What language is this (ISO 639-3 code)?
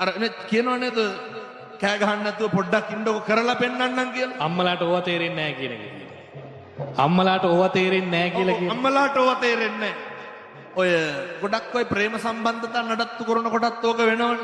sin